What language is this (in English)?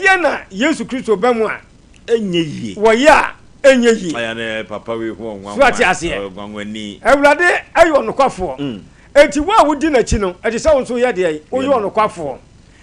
Akan